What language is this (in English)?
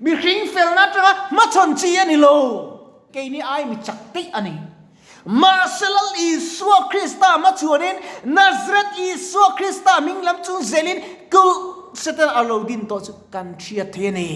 Mizo